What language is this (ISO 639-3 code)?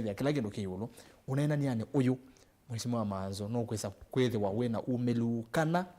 kam